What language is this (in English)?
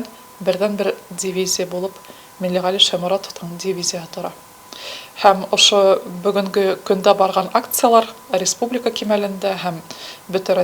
Bashkir